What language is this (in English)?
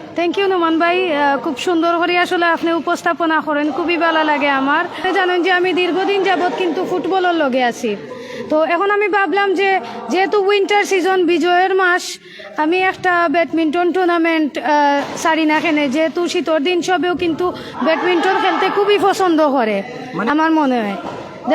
Sylheti